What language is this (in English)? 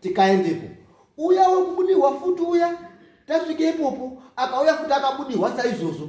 Shona